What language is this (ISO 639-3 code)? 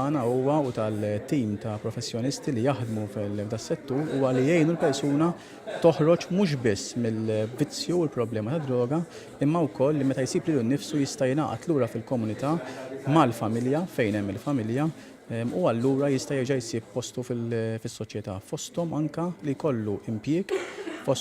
mlt